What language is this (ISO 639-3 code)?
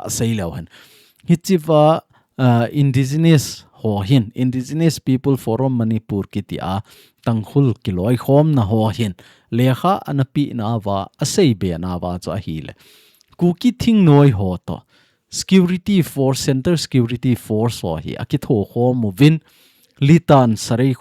tcz